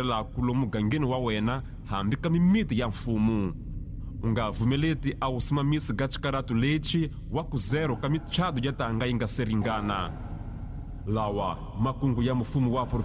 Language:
Tsonga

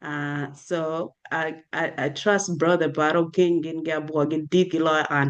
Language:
Acoli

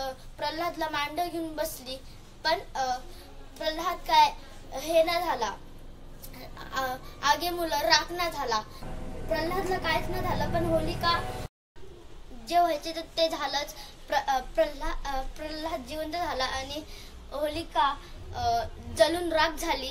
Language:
Marathi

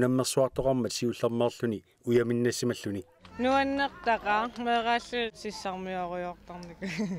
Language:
Kalaallisut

